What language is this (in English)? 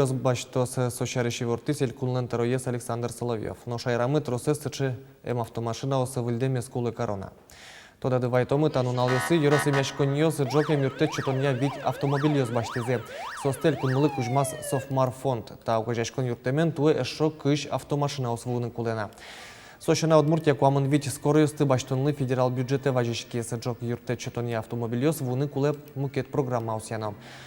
Udmurt